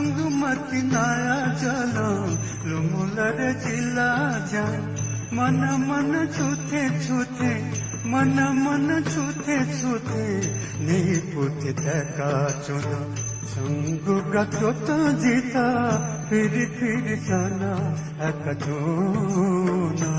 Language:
Newari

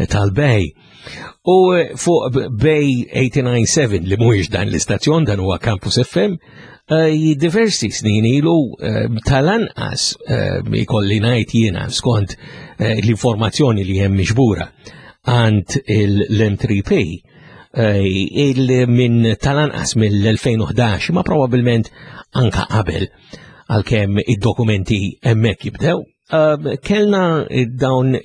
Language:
Maltese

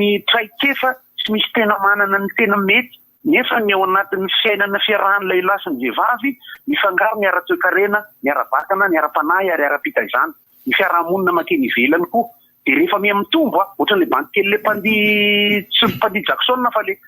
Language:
Malagasy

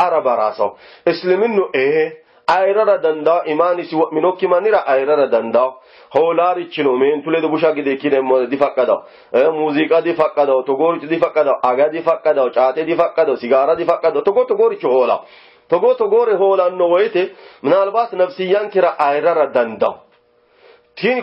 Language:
Sidamo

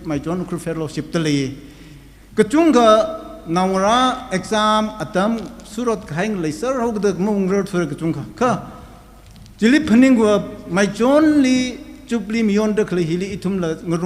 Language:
Tangkhul Naga (India)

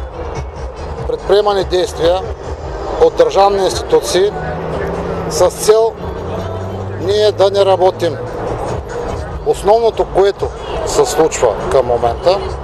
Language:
Bulgarian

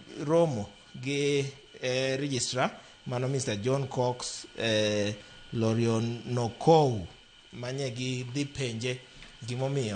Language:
Luo (Kenya and Tanzania)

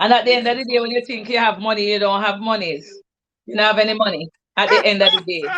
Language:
Jamaican Creole English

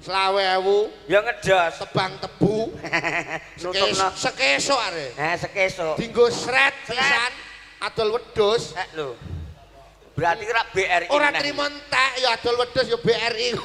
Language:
Javanese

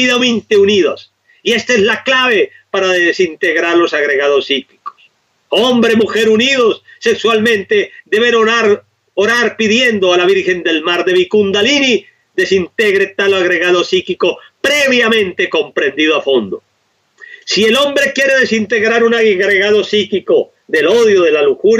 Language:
Spanish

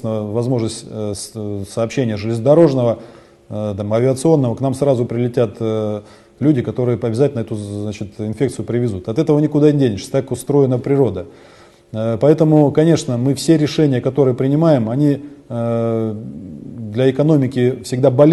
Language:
Russian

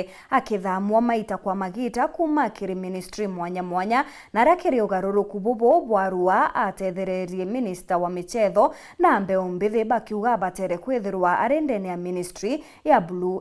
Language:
Meru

